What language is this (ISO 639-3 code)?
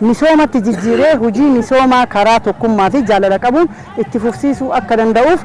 orm